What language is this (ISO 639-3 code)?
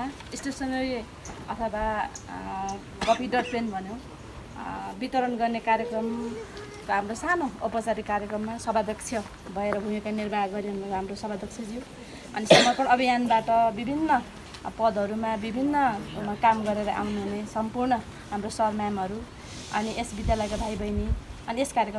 nep